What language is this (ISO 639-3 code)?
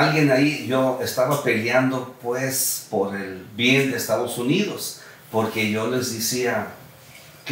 spa